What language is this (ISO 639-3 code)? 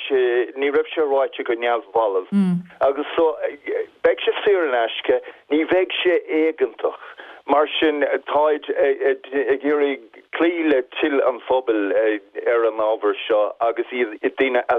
gle